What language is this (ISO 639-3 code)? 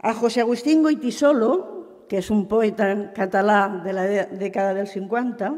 cat